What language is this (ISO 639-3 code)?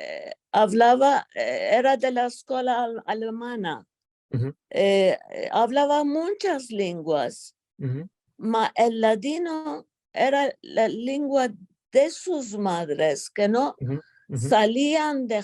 lad